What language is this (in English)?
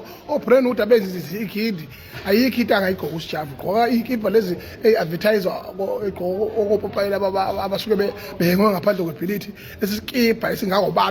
Zulu